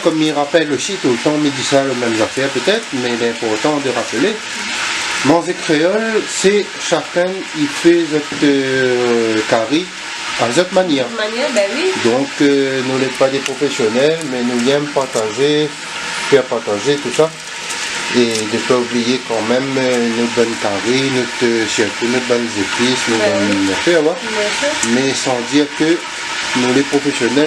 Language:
Réunion Creole French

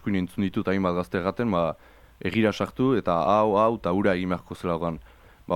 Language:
Basque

